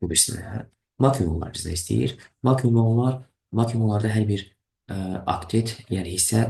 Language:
Azerbaijani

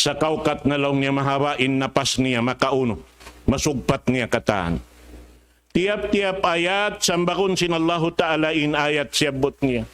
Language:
Tausug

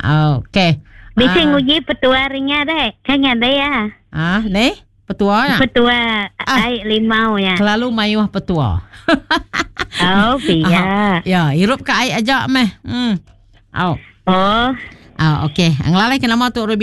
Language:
Iban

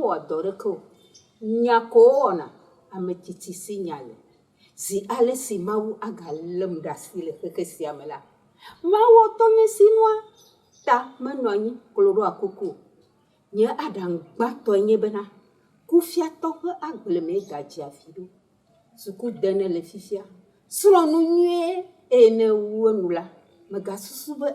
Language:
Ewe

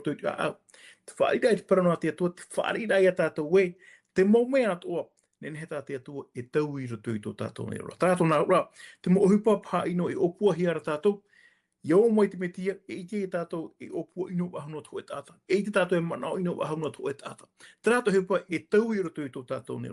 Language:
Tahitian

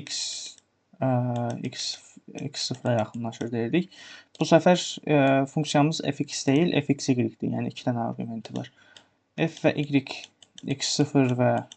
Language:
Azerbaijani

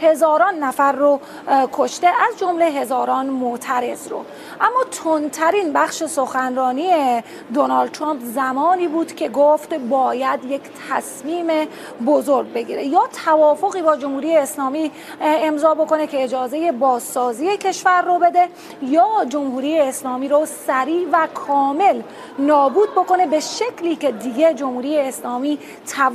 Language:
Persian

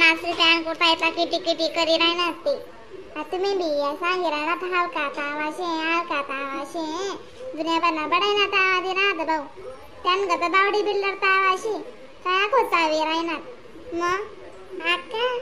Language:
Khandesi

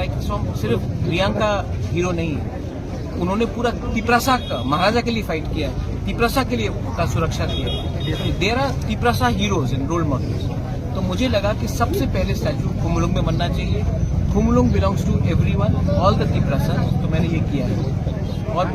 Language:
Riang (India)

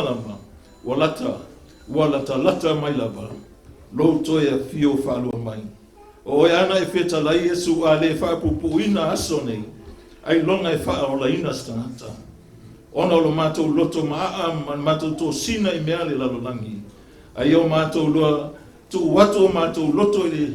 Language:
Samoan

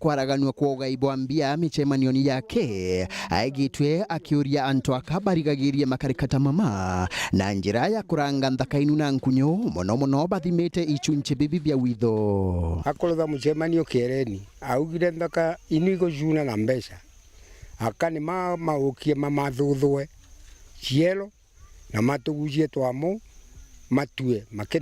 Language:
Meru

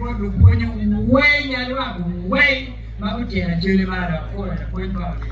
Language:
Acoli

